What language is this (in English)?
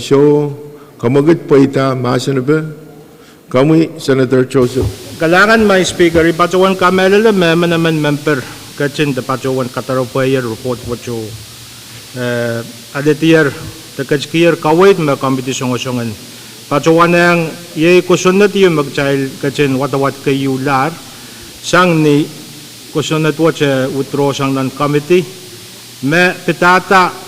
Pohnpeian